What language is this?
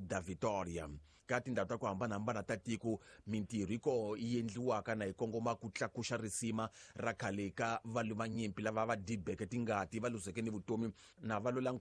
Tsonga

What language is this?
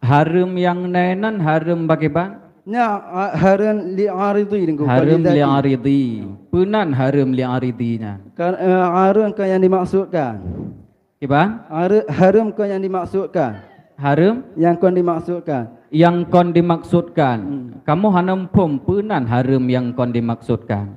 Achinese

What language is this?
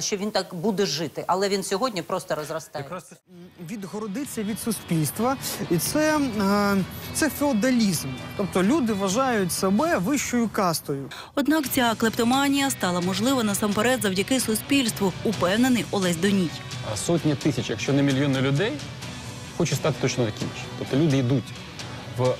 Ukrainian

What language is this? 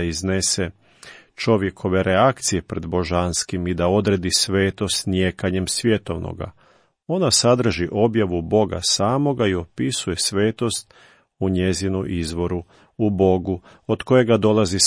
Croatian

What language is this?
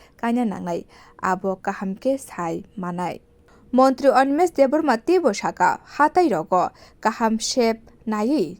Kok Borok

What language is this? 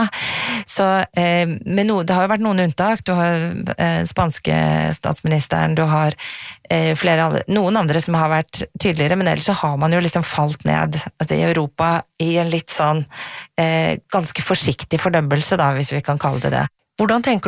Norwegian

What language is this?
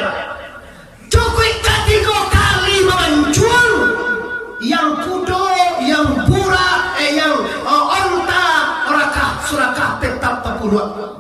Minangkabau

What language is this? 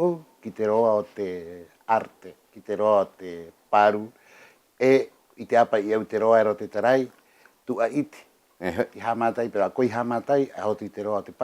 Rapanui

